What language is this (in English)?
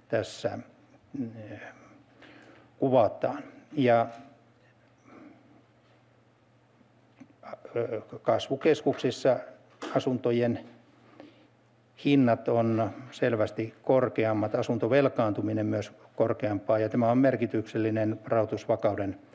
Finnish